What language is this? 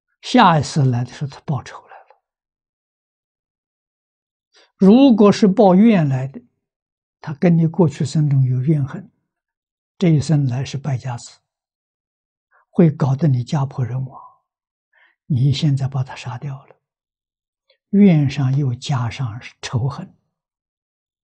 Chinese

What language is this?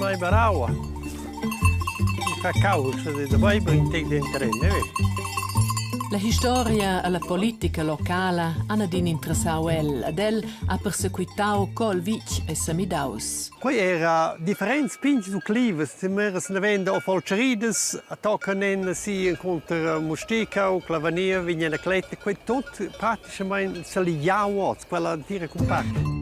Romansh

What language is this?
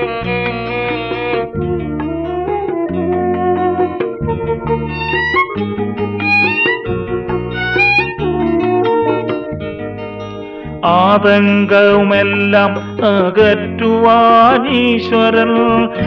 Malayalam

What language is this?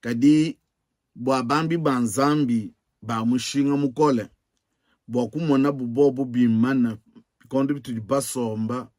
Luba-Lulua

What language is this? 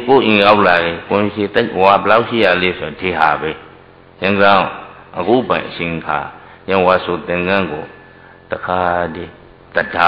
Burmese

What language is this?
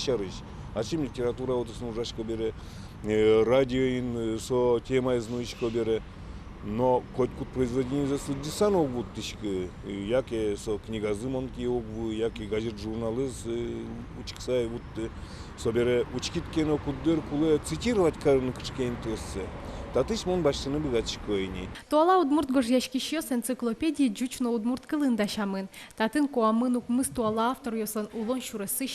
Udmurt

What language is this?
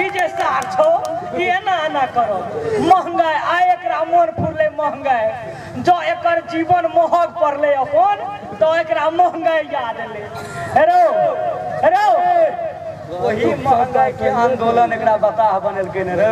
Maithili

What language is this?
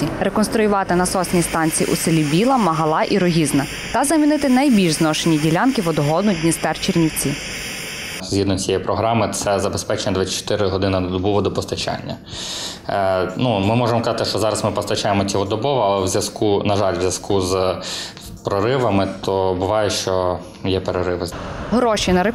Ukrainian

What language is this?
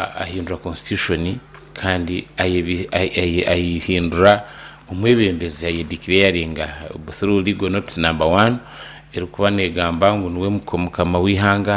Nyankole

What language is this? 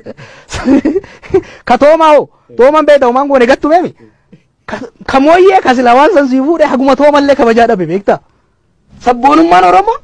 Oromo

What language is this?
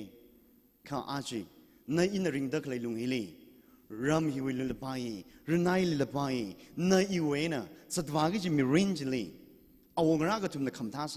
Tangkhul Naga (India)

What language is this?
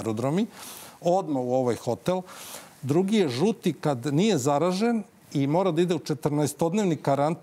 Serbian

